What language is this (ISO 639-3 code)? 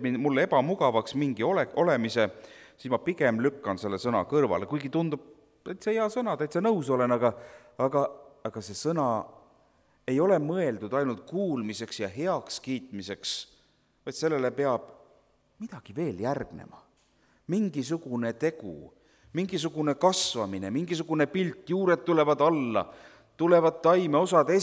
est